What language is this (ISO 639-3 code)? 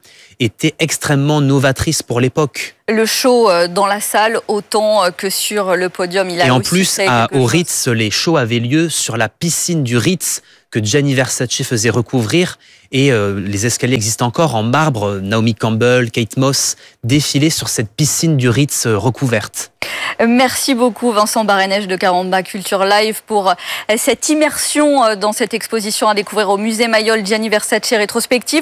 fra